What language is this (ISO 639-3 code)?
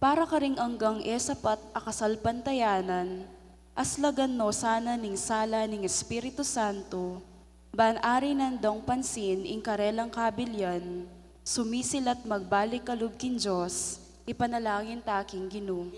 pam